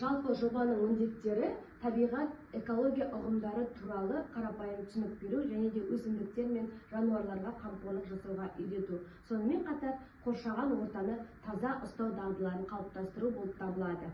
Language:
Kazakh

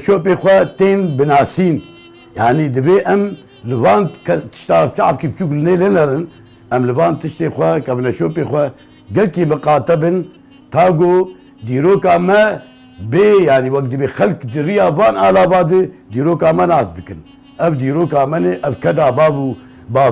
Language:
Kurdish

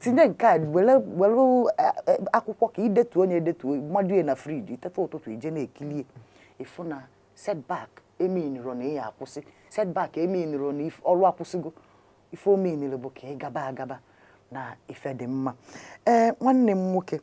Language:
Igbo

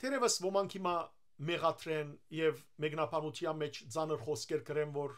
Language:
Western Armenian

